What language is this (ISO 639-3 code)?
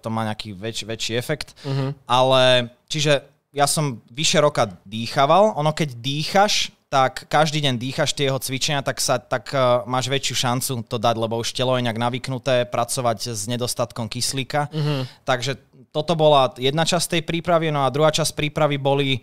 slk